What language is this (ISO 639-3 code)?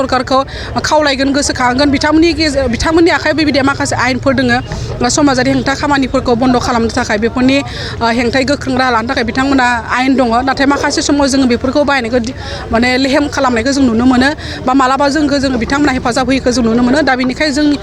brx